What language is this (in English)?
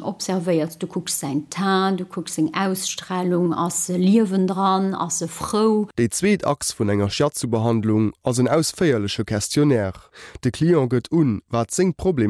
Luxembourgish